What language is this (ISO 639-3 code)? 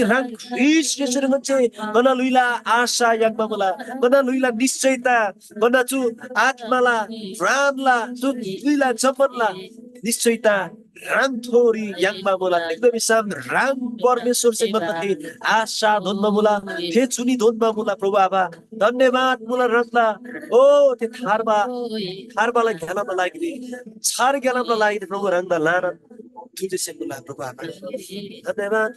taj